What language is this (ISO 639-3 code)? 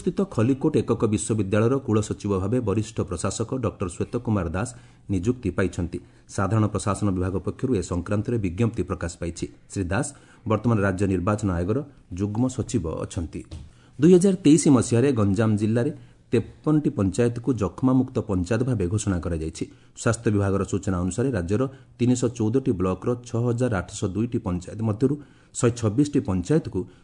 ori